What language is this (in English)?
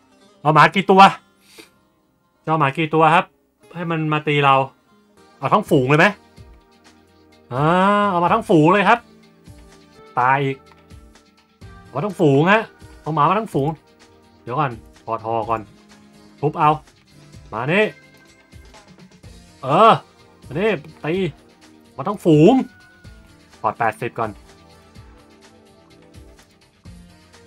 Thai